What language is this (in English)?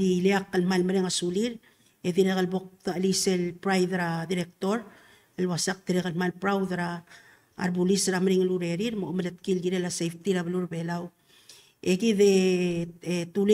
Palauan